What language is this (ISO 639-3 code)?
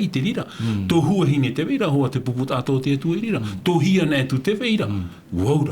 tah